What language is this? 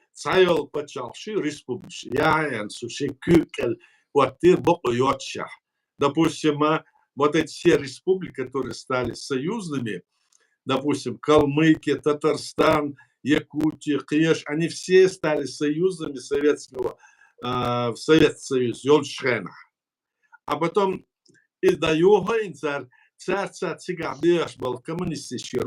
Chechen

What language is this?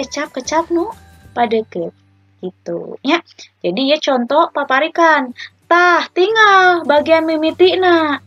Sundanese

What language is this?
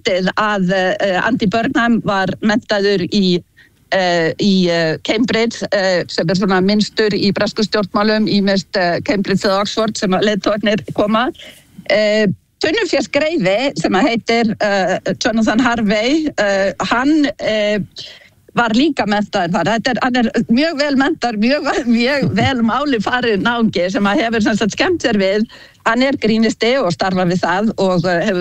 Icelandic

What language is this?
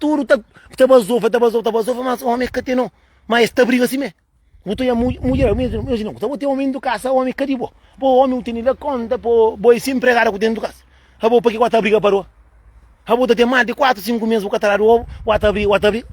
Kabuverdianu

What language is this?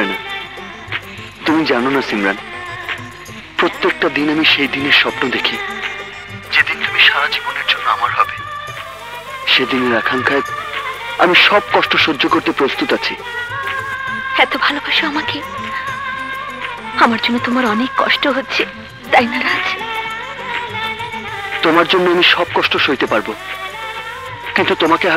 Bangla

